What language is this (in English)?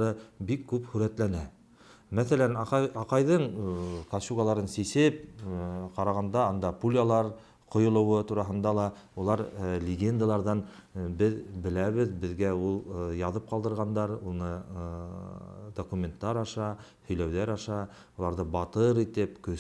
Bashkir